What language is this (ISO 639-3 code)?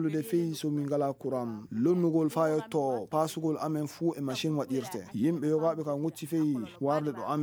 ful